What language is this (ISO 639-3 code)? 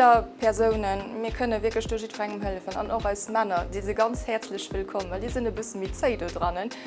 ltz